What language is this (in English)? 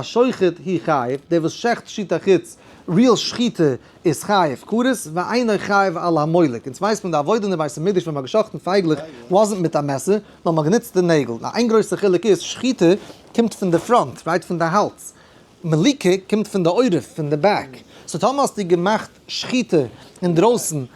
Yiddish